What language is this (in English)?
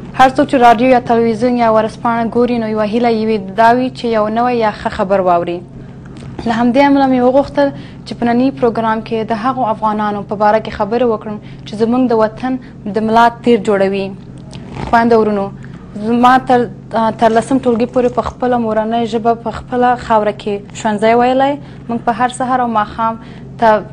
Pashto